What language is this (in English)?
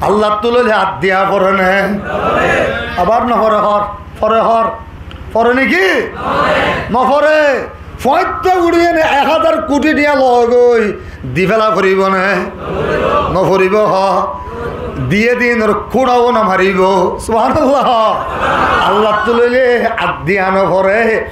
Rohingya